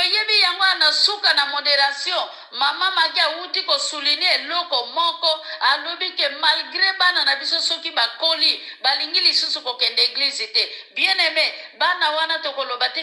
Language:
Lingala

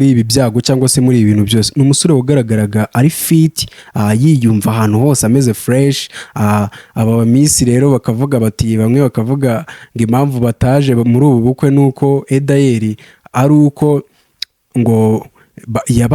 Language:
Kinyarwanda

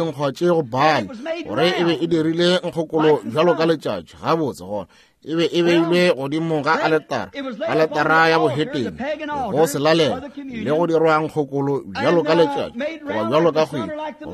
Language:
Northern Sotho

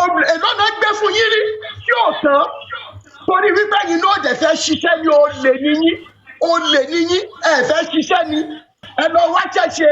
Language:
Yoruba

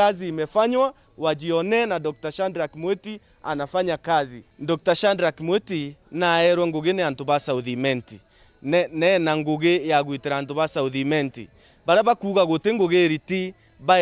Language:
Meru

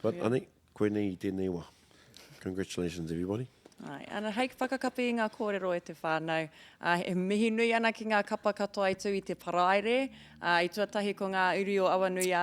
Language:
Māori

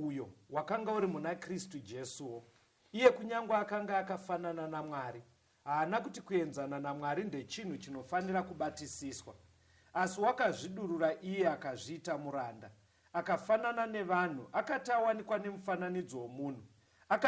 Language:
Shona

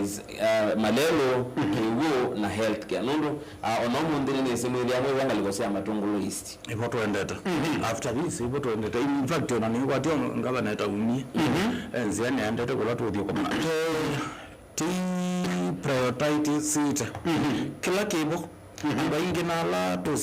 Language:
Kamba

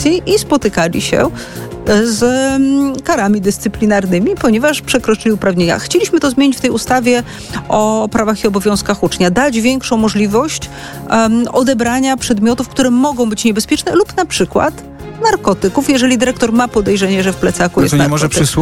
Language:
Polish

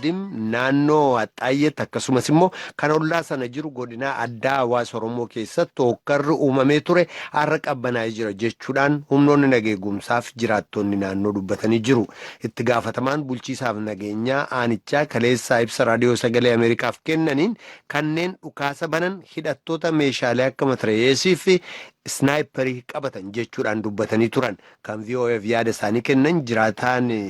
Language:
Oromo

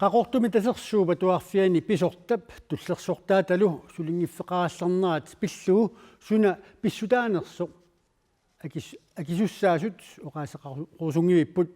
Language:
Kalaallisut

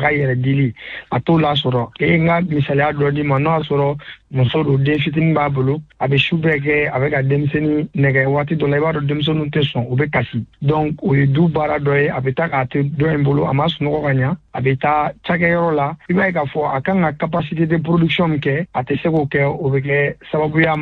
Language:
Bambara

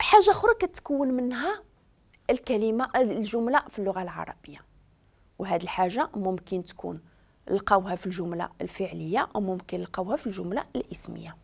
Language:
Moroccan Arabic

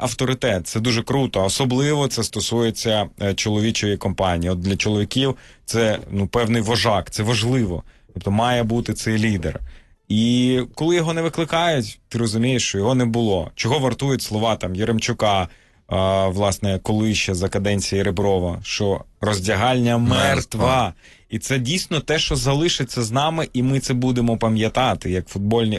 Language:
Ukrainian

